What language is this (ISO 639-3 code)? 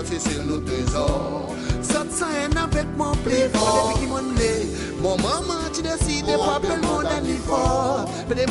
crs